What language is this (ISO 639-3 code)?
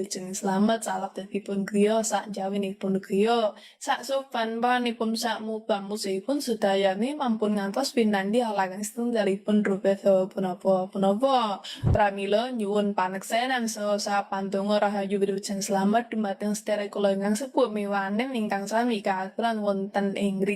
jav